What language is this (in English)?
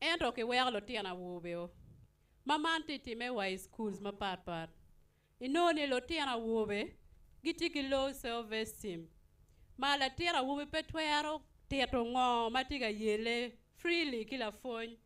Acoli